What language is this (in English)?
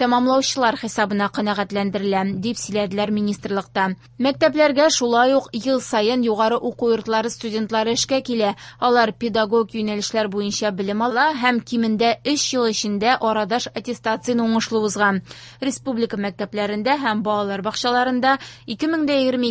Tatar